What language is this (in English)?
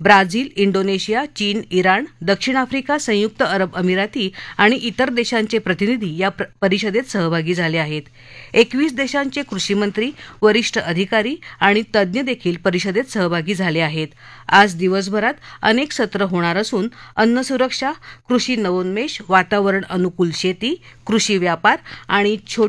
Marathi